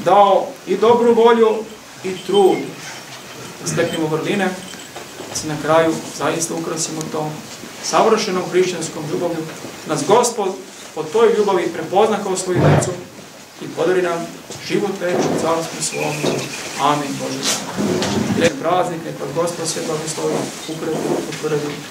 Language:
Serbian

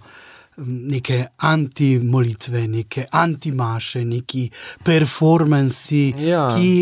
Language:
Slovenian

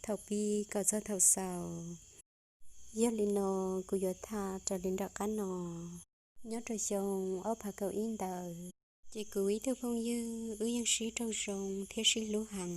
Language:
Hmong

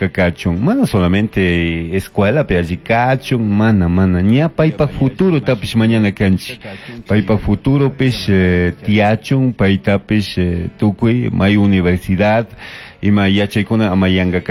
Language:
Chimborazo Highland Quichua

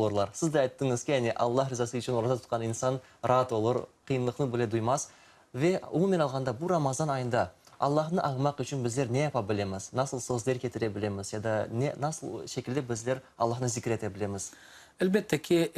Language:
Crimean Tatar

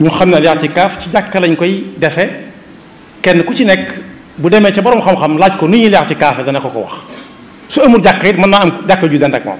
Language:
Wolof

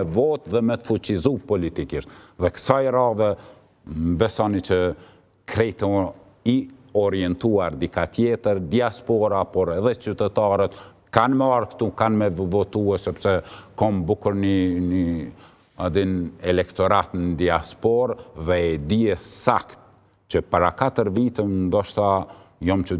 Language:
Albanian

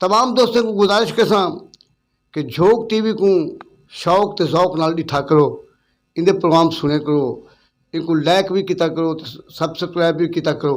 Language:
Saraiki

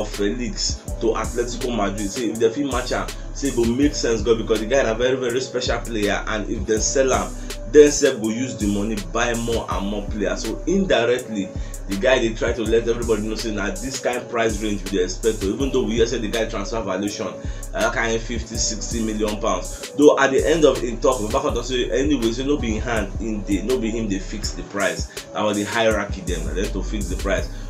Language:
Nigerian Pidgin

